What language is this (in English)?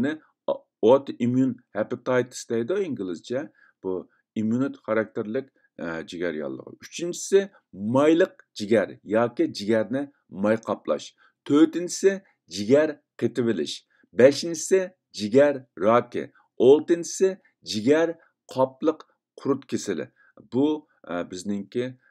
Uyghur